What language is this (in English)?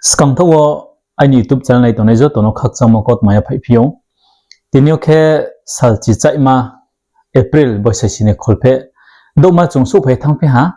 Riang (India)